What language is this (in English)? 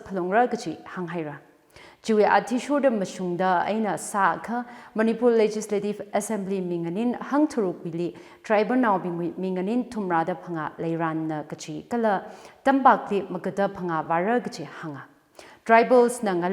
Tangkhul Naga (India)